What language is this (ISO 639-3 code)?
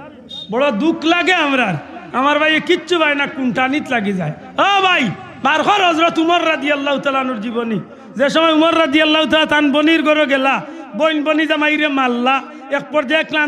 syl